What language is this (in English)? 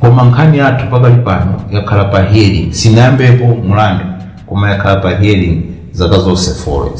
Nyanja